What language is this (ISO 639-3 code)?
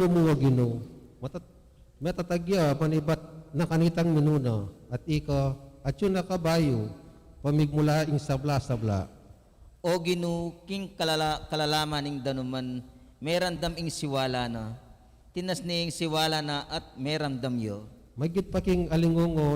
pam